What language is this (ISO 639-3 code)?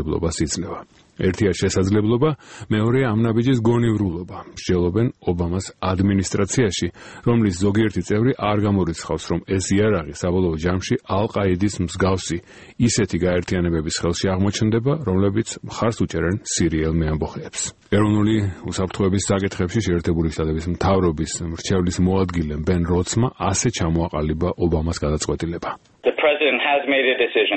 kat